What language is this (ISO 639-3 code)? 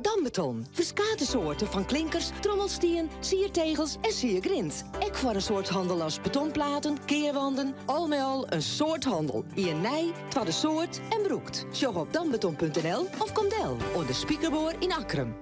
fry